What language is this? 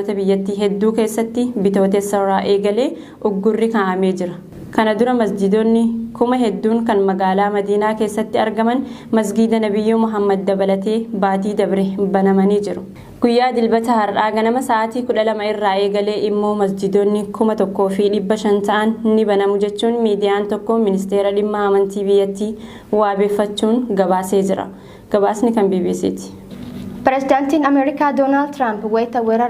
Oromo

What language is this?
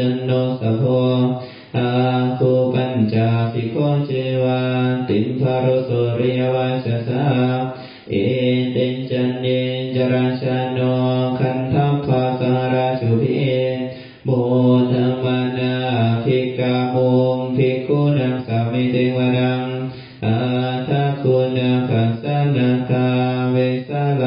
Pali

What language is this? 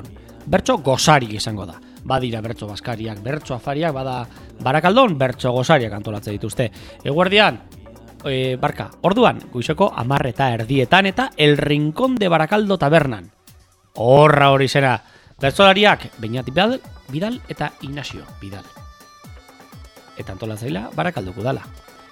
Basque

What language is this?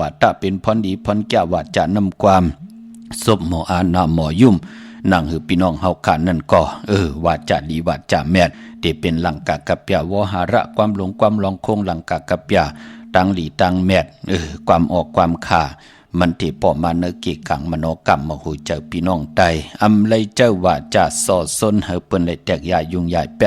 Shan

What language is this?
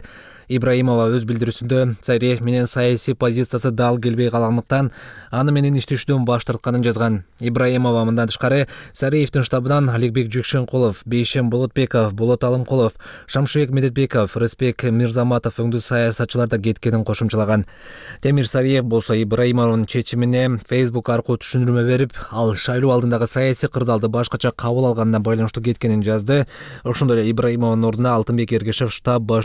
Kyrgyz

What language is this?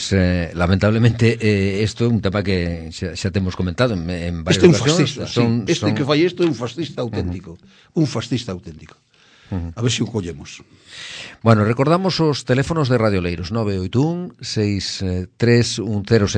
Galician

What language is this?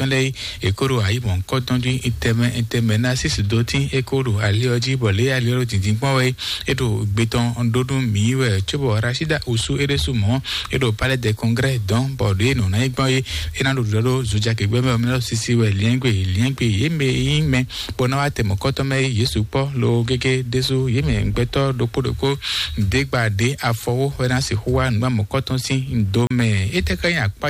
Fon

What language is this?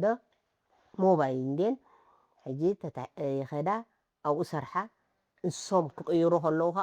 Tigrinya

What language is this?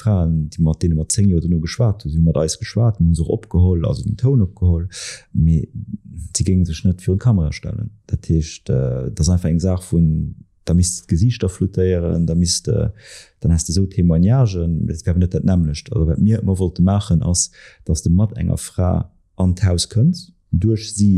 Luxembourgish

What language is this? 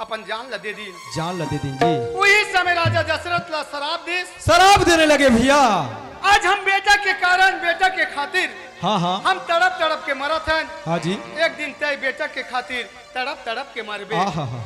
Chhattisgarhi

